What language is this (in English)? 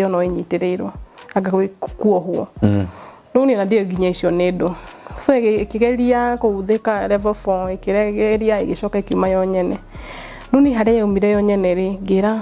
Kikuyu